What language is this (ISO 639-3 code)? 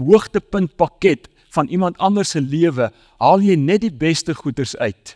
afr